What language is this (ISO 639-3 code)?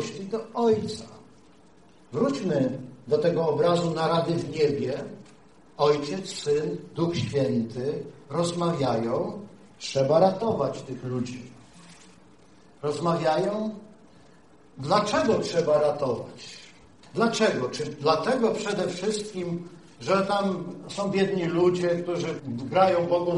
pol